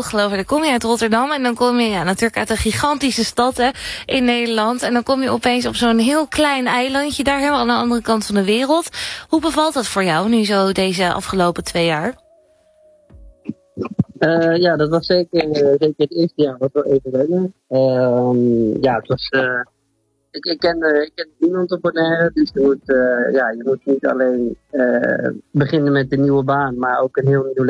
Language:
Dutch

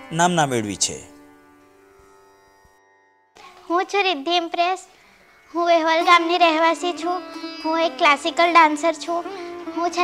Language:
Gujarati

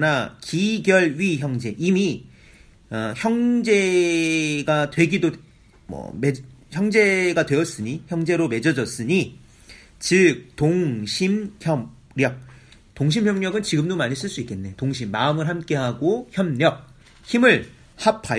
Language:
Korean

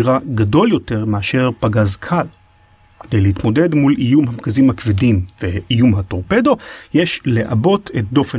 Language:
Hebrew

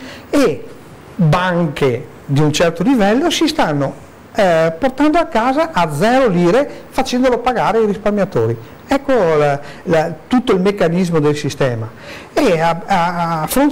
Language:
Italian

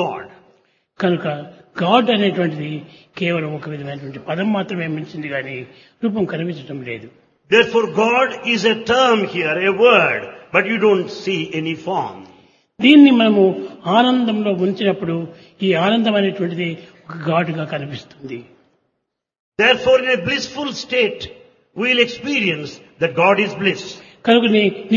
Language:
Telugu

